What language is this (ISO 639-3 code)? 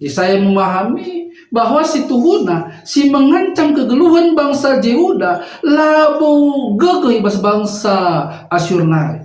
btx